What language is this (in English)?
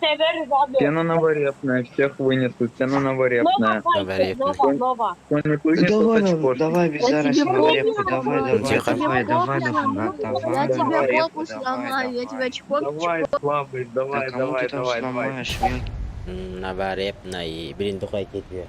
Yakut